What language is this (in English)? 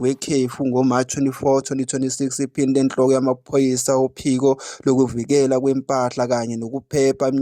Zulu